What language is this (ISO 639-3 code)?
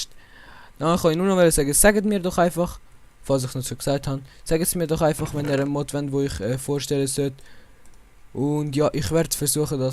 gsw